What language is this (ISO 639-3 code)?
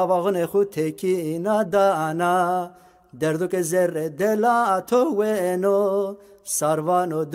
zza